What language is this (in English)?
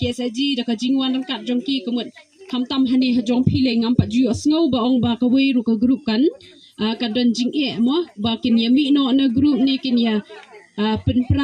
Khasi